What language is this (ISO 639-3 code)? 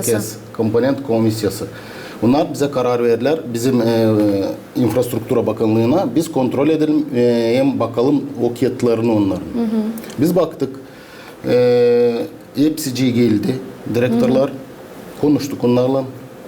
gag